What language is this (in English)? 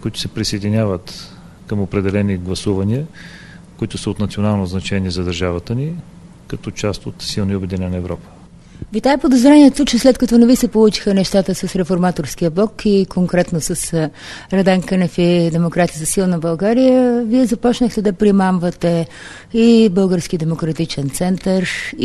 Bulgarian